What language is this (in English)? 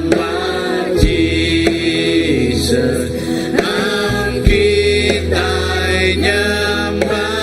Iban